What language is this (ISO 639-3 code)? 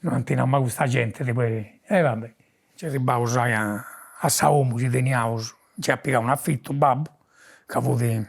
srd